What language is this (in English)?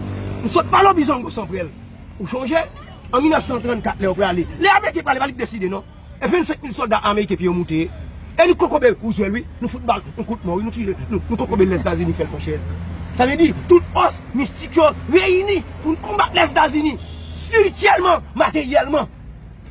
Haitian Creole